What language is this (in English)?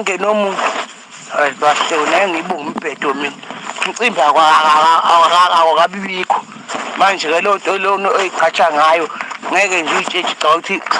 Zulu